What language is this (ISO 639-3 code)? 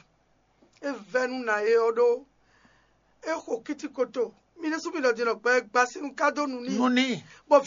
fon